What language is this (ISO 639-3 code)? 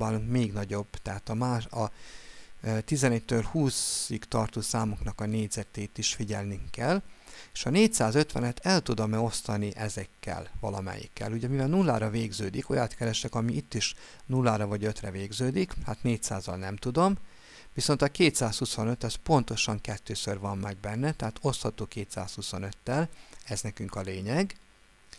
hun